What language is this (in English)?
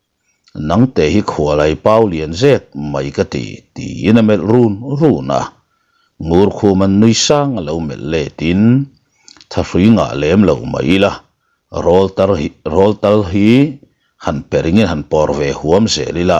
Mizo